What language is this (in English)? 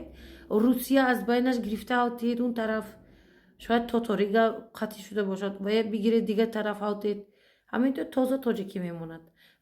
Tajik